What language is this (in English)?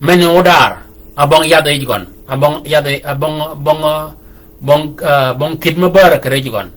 Shilluk